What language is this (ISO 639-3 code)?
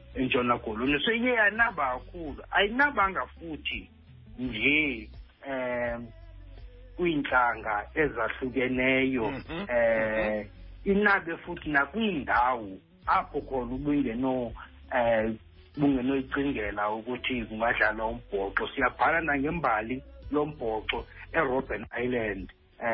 xho